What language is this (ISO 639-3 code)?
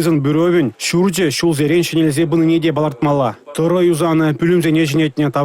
chv